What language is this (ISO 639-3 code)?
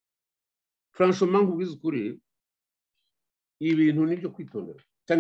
kin